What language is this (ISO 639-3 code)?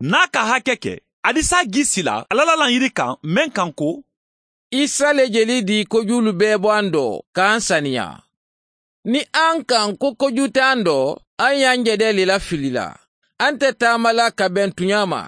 man